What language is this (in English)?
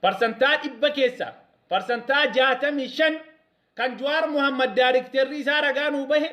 Oromo